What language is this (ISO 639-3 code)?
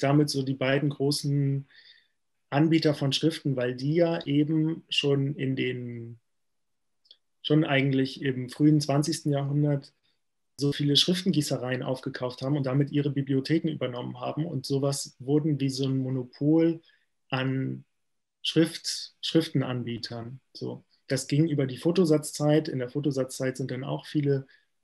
deu